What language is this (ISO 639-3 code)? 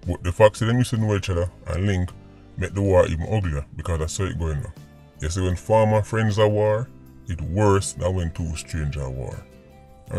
jam